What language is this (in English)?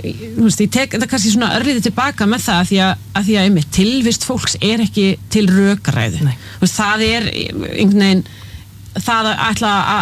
Icelandic